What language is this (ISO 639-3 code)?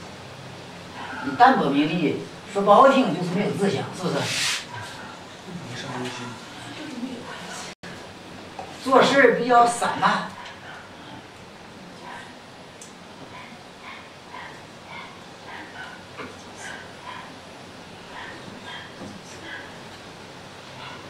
zho